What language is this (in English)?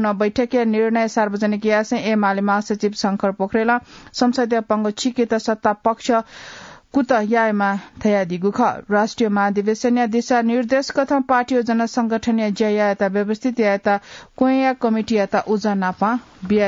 Newari